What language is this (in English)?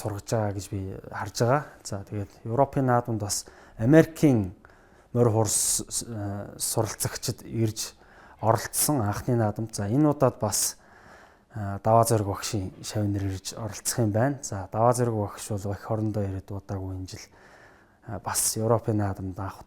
Mongolian